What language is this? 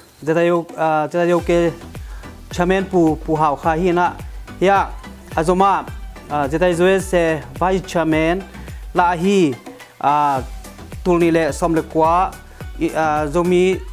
Tedim Chin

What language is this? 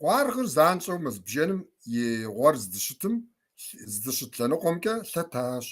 Kabardian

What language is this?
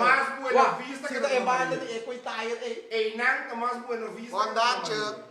Papiamento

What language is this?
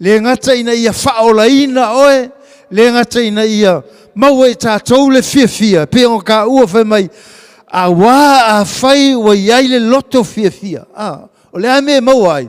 Samoan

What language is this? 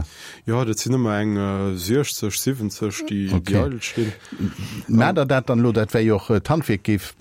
Luxembourgish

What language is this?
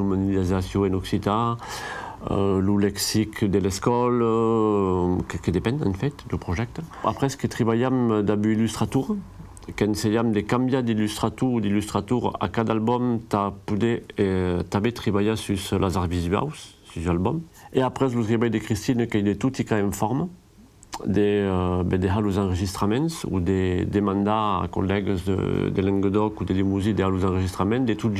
Occitan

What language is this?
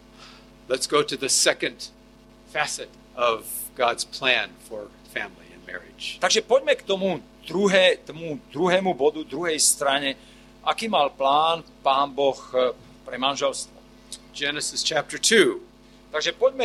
Slovak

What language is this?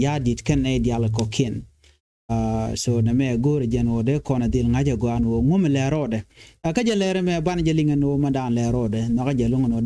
Nuer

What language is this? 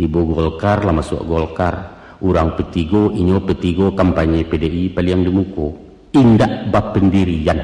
Minangkabau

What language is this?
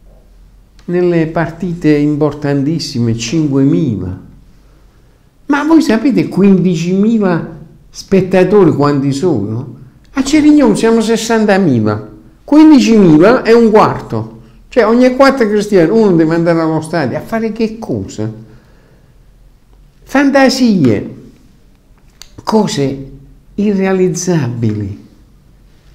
Italian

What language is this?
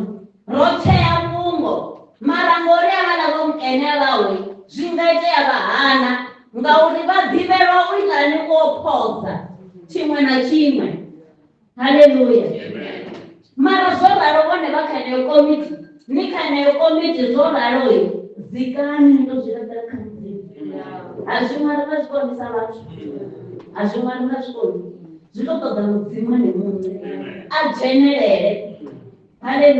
Venda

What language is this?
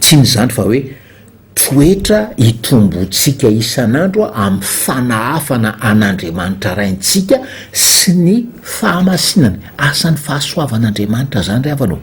Malagasy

